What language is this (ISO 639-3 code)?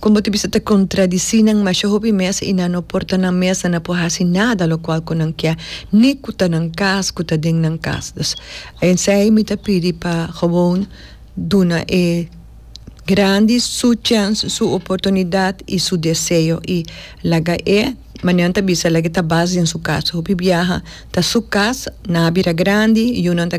pap